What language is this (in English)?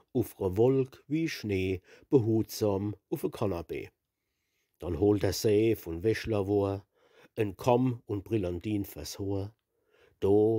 Palatine German